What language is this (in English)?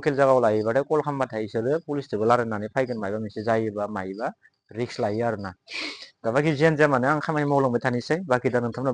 Bodo